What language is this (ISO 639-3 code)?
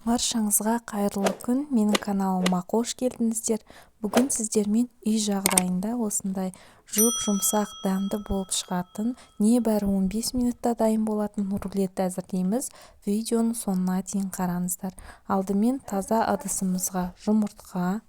kaz